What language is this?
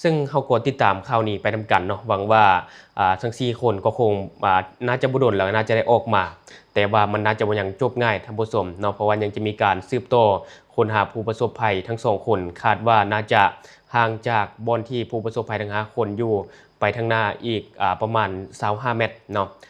Lao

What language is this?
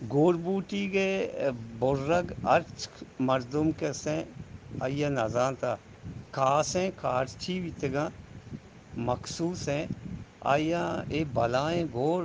Eastern Balochi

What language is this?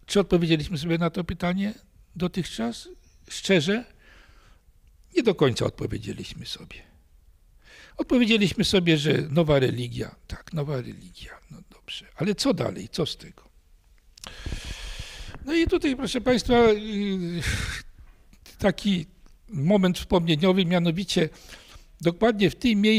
Polish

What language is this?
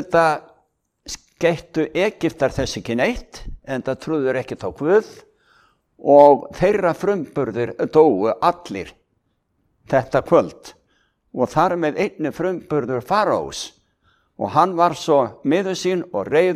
Icelandic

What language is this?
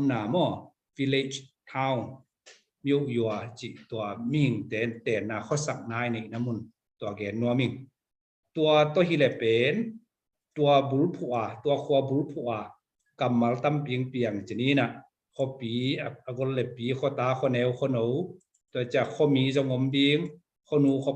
Tedim Chin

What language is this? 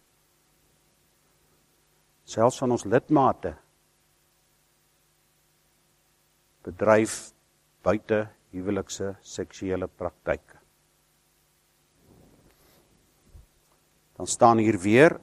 Afrikaans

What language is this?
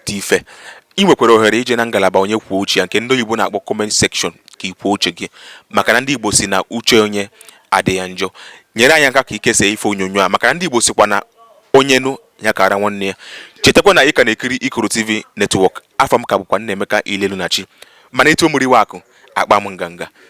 Igbo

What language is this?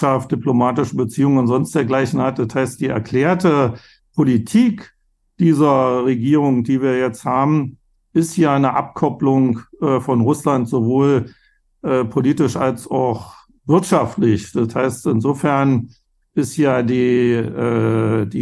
German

